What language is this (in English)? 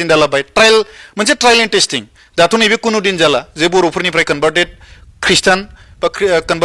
Bodo